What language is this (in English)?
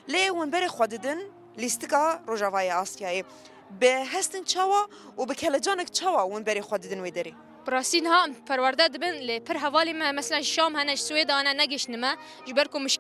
Kurdish